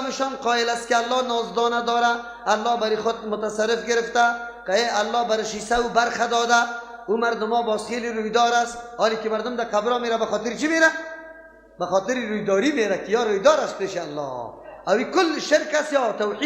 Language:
Persian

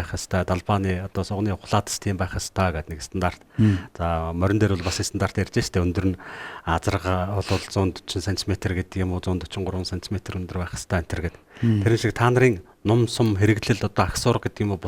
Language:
Mongolian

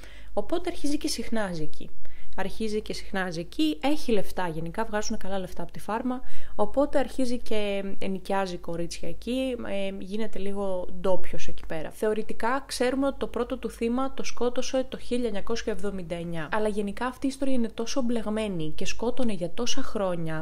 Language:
Greek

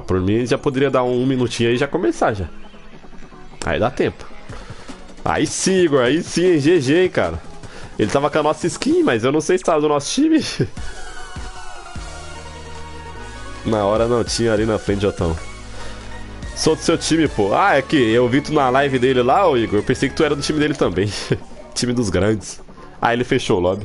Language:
Portuguese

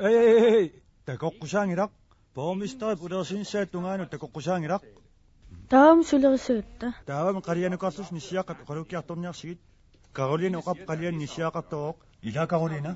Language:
Kalaallisut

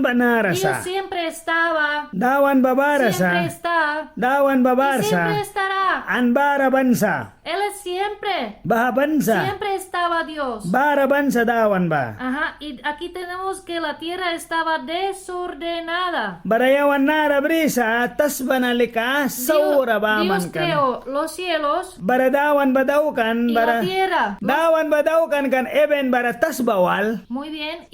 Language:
Mískito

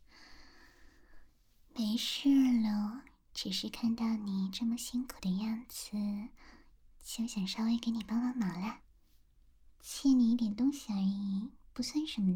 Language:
Chinese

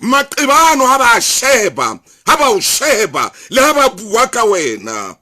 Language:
Southern Sotho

